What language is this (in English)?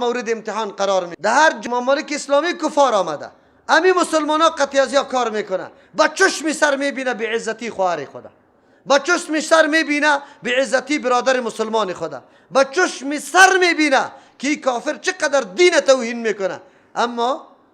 Persian